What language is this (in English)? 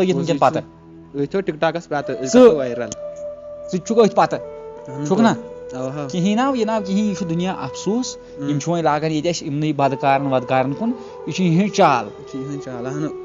Kashmiri